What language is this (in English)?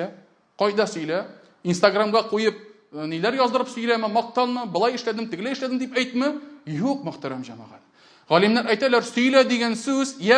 Tatar